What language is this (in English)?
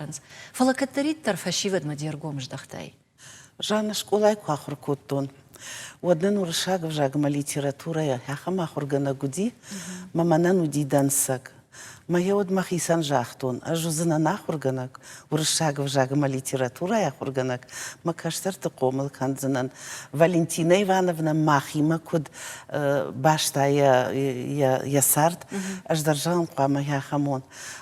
Ossetic